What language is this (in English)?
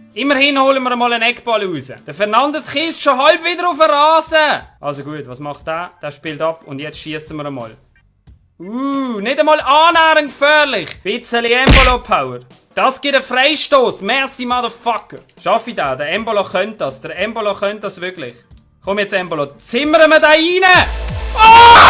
Swiss German